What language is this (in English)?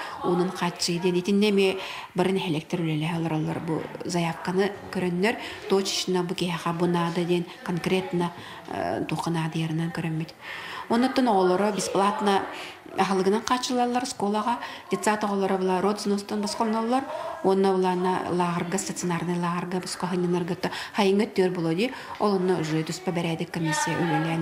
Yakut